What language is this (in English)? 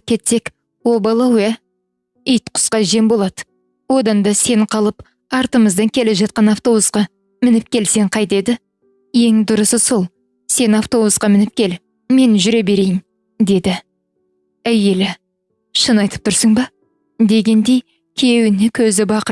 Kazakh